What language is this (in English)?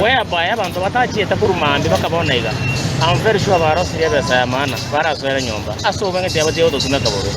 Gusii